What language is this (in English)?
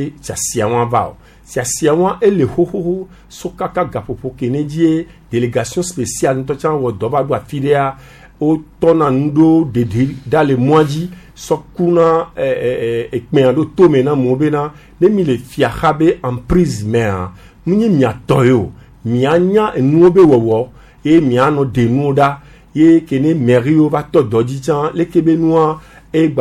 Gen